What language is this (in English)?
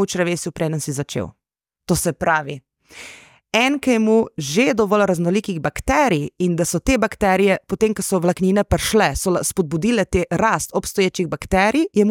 Slovenian